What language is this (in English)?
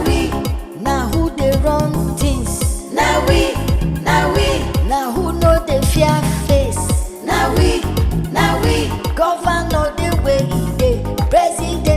Nigerian Pidgin